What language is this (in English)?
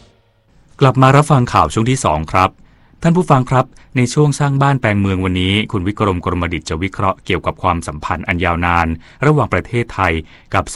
Thai